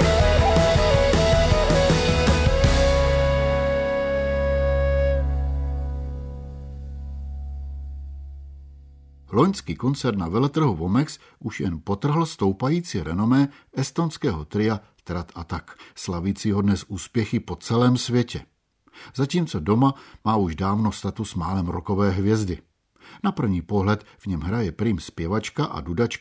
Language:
Czech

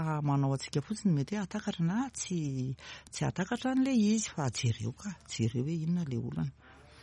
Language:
Malagasy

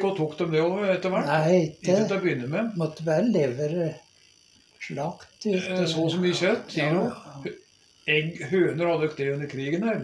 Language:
Norwegian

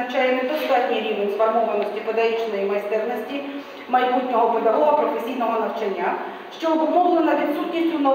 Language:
Ukrainian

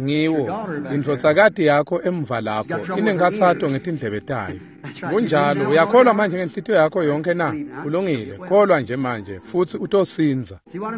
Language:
Swati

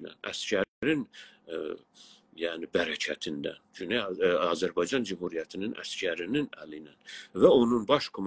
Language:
South Azerbaijani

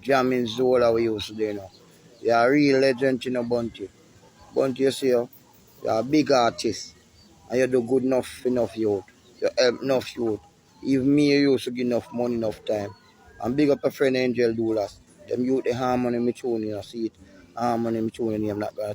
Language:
Jamaican Creole English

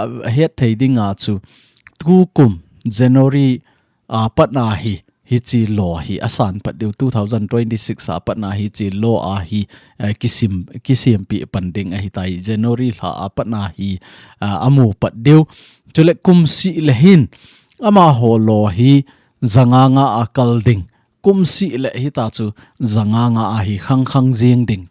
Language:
Thado Chin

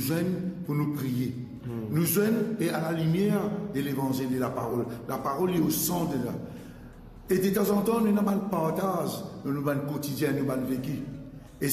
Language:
Morisyen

